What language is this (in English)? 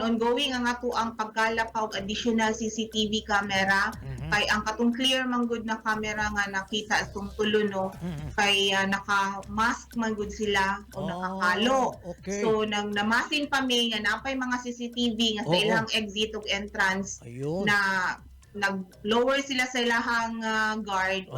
Cebuano